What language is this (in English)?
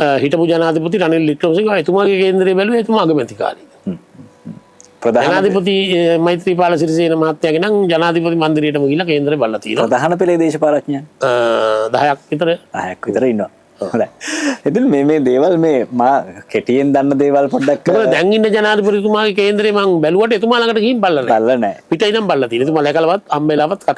Sinhala